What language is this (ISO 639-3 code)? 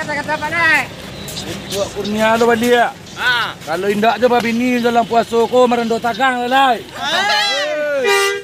min